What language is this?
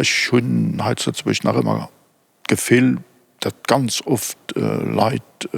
Luxembourgish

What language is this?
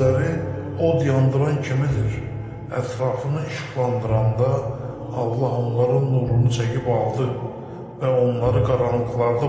Azerbaijani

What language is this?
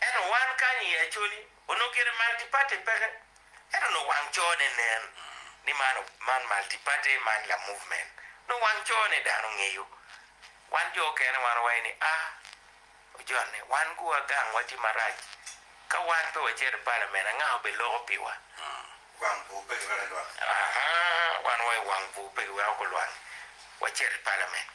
Acoli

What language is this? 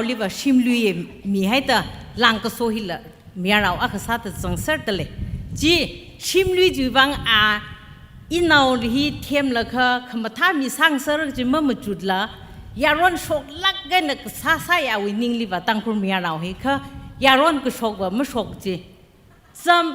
Tangkhul Naga (India)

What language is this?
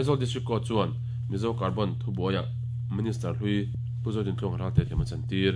Mizo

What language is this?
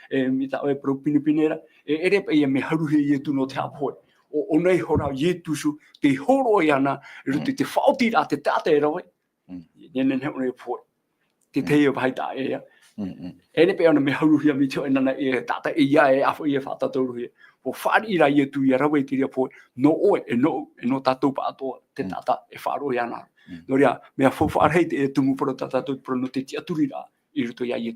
Tahitian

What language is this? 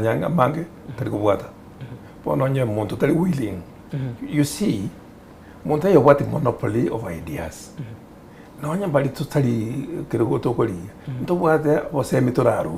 Gusii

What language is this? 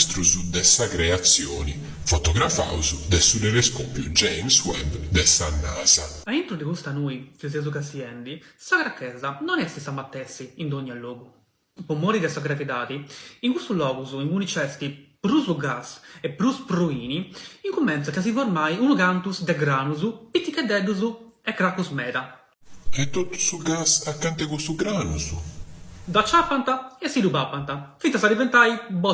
Sardinian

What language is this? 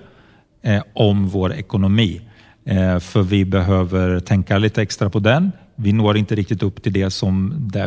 Swedish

